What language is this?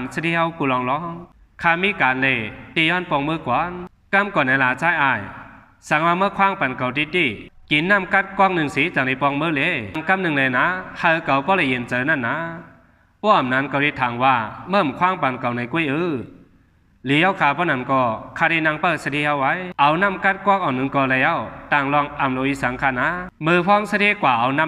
Shan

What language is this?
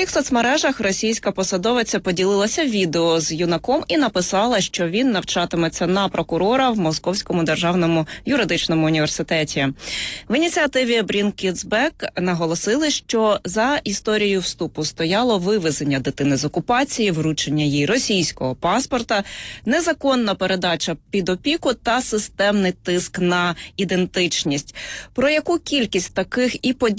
Ukrainian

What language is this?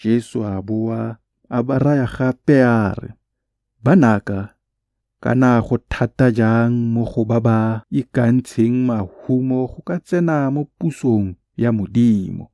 Tswana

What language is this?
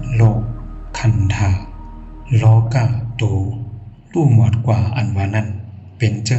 Shan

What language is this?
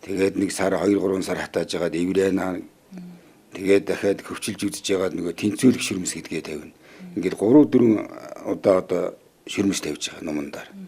Mongolian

